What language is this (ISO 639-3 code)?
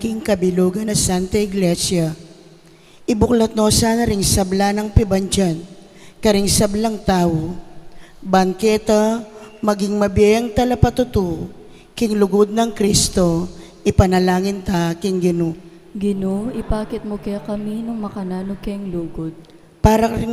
pam